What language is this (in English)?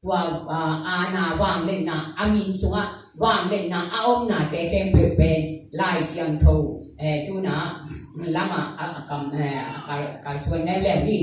Tedim Chin